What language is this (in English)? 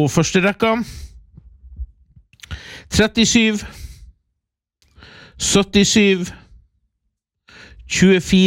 Norwegian